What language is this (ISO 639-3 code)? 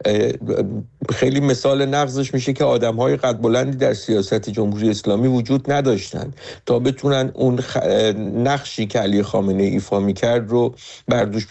fas